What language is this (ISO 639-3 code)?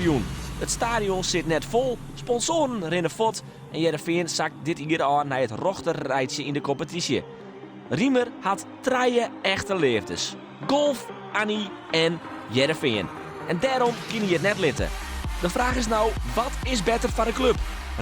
fry